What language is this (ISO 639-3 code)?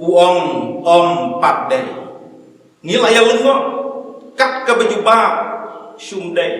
kha